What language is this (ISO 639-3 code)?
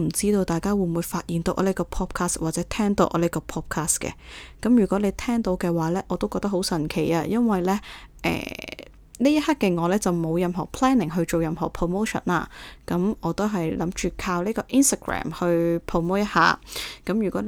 yue